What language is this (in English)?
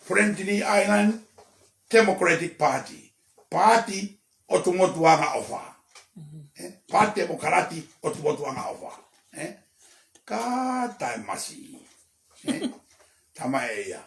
Tongan